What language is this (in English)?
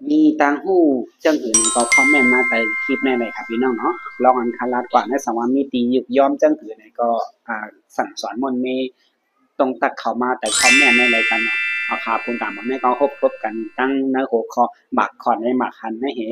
Shan